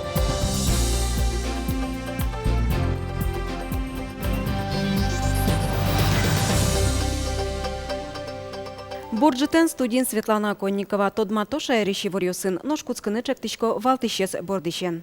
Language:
Udmurt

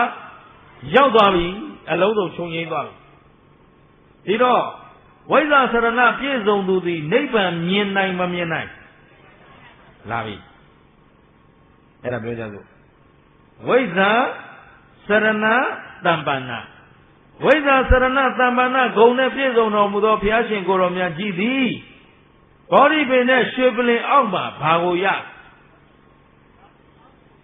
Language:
Burmese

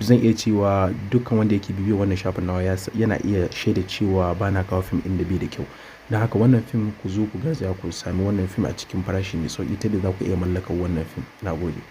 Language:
Hausa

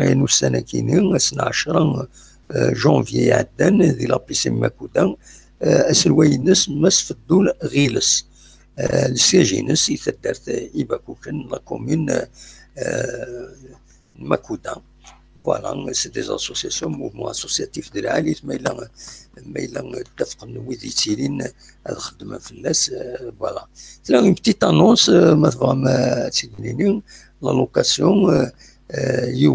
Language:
Kabyle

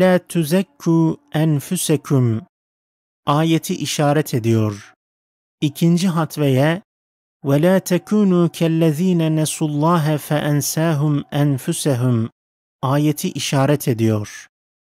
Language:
Turkish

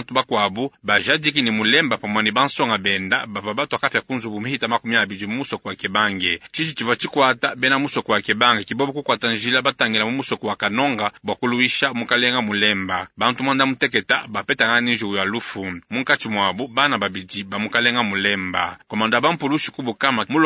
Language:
Luba-Lulua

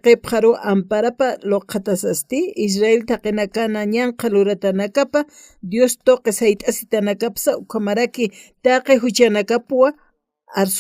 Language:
Aymara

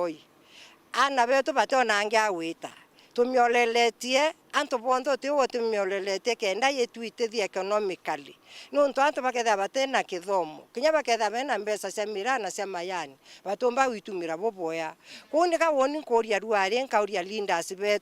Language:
Meru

